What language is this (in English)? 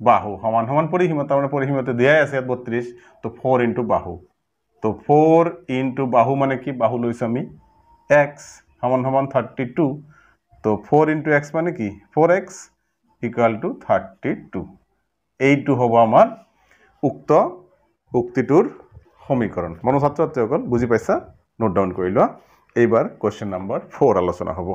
Assamese